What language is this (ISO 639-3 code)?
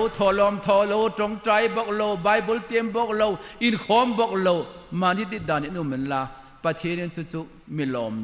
hmr